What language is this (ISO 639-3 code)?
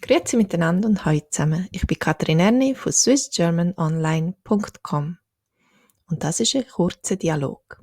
gsw